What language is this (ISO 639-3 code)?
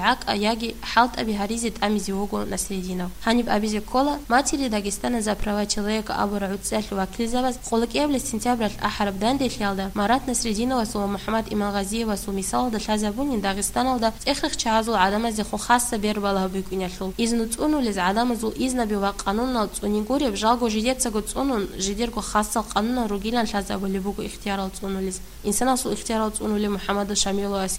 ava